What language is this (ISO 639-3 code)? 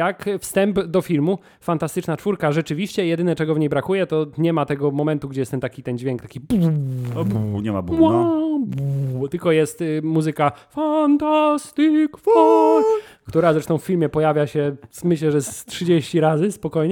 pol